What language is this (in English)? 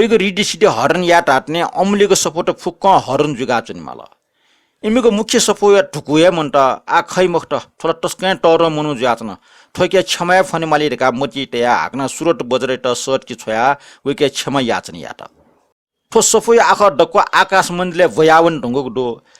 Newari